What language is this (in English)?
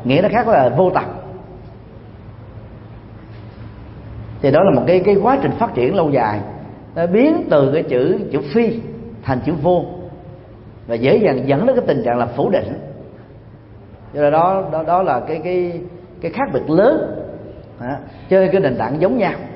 Vietnamese